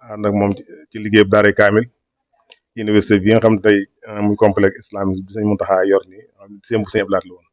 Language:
Wolof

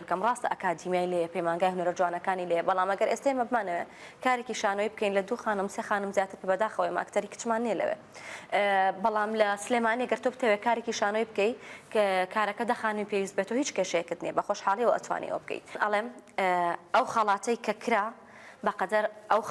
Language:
Central Kurdish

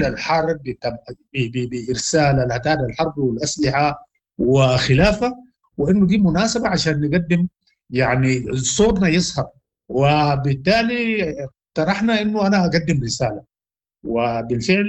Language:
Sudanese Arabic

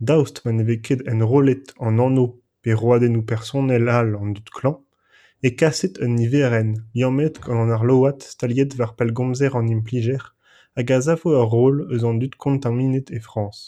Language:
Breton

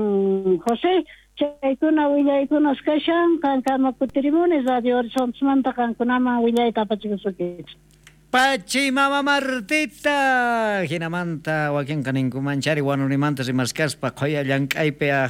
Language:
South Bolivian Quechua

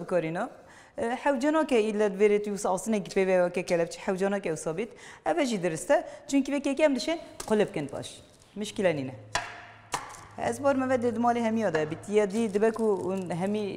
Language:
Kurdish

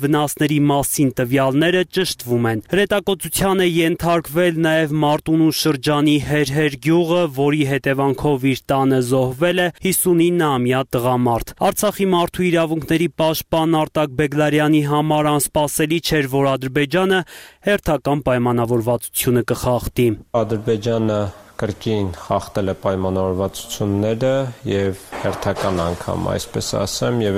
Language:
Armenian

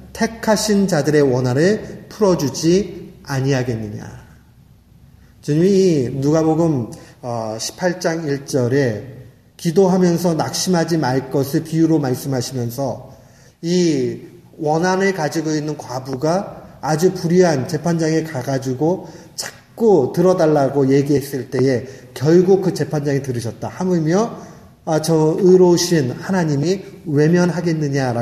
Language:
Korean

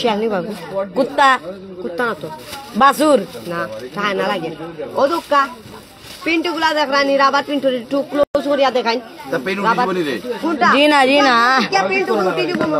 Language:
Sylheti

